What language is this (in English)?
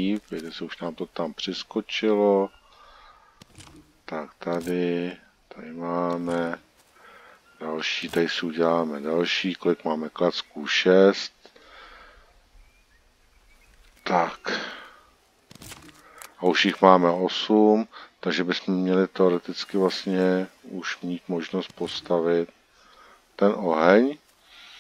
Czech